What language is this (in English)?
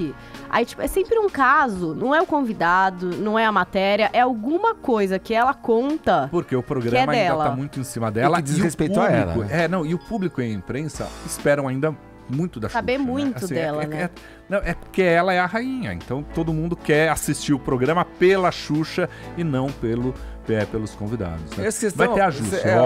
Portuguese